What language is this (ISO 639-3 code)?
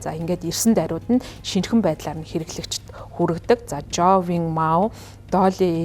mon